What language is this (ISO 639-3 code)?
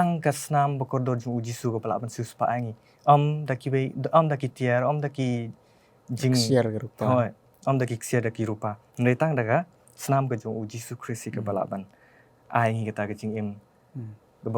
kha